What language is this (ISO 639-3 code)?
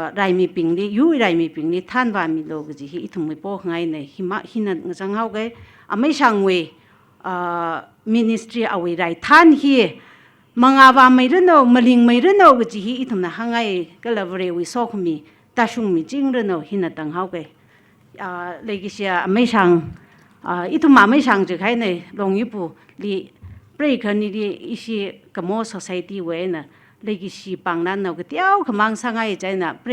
nmf